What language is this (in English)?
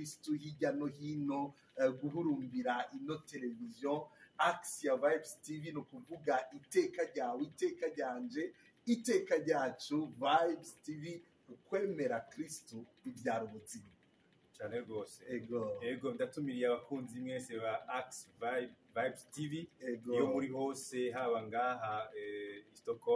Rundi